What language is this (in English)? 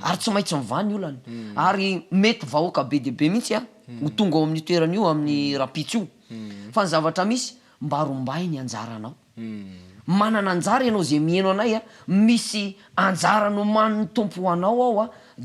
Malagasy